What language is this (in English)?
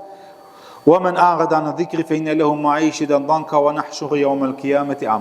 Albanian